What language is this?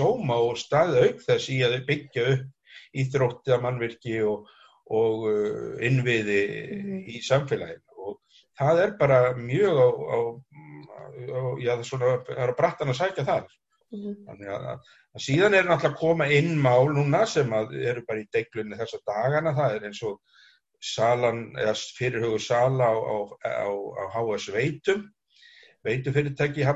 Icelandic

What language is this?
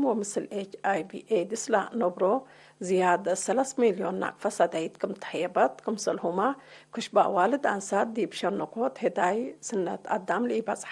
Tigre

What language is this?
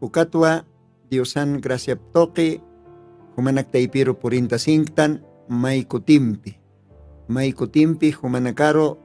Aymara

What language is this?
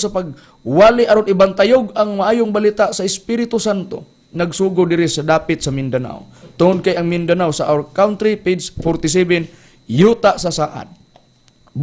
Cebuano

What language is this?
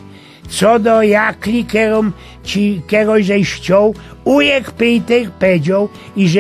Silesian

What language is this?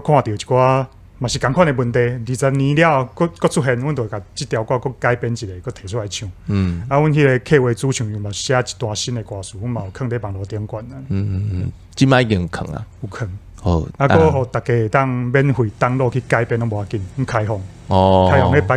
Min Nan Chinese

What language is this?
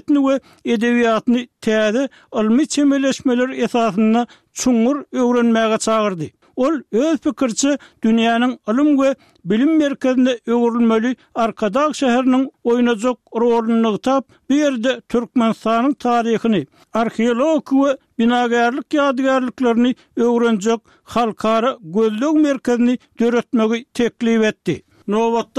Turkmen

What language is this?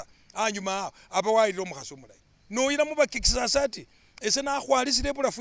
Masaaba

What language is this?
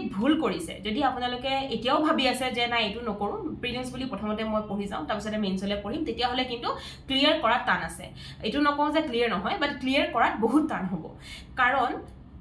Assamese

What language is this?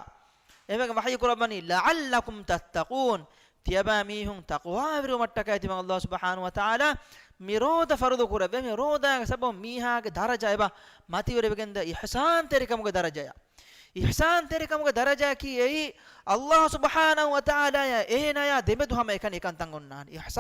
Divehi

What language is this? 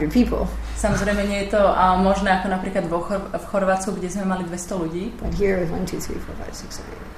Slovak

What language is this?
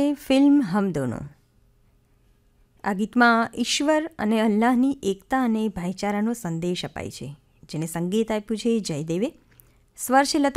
Gujarati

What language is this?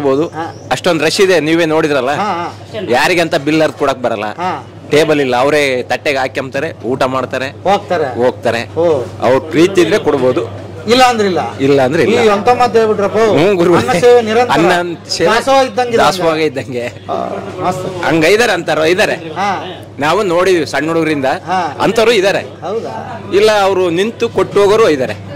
Kannada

